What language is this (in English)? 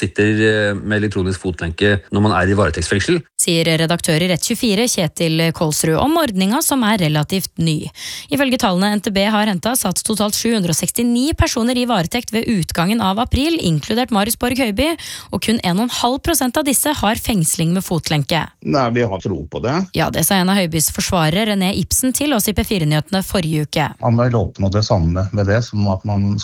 Norwegian